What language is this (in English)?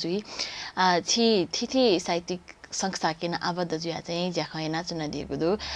Newari